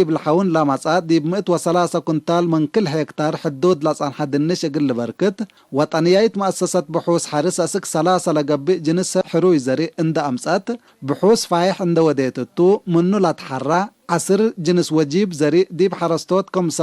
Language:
Tigre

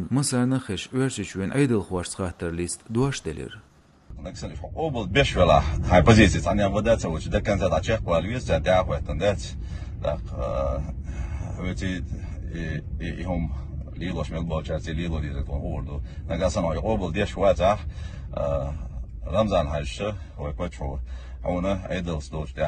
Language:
Chechen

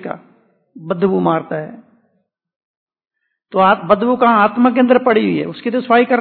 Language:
Hindi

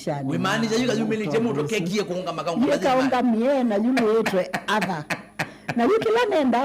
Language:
Kamba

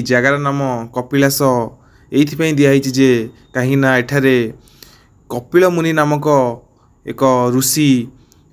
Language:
Odia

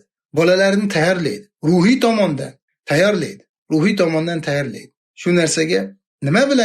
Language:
Uzbek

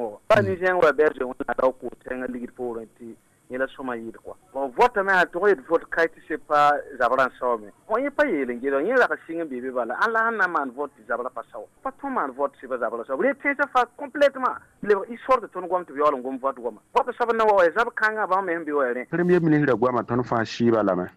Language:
Mossi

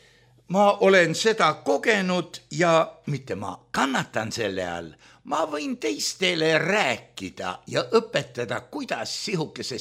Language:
Estonian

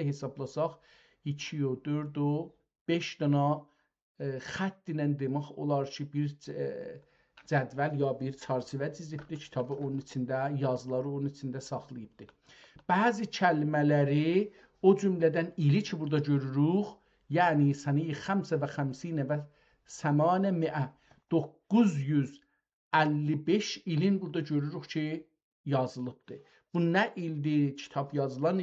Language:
South Azerbaijani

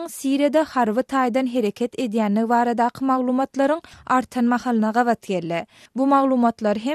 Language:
Turkmen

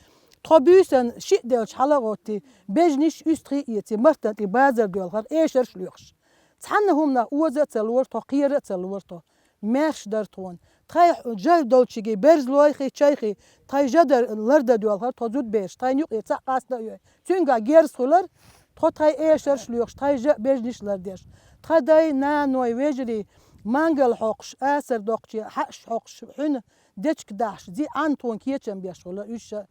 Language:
Chechen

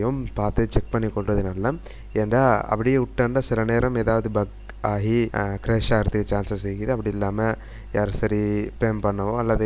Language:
Tamil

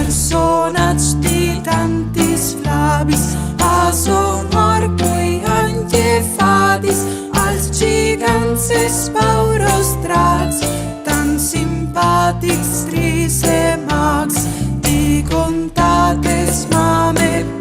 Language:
Friulian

